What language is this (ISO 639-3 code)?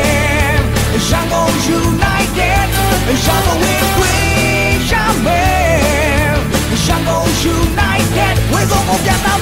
mya